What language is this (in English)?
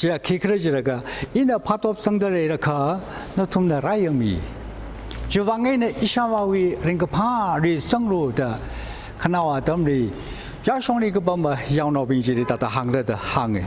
Tangkhul Naga (India)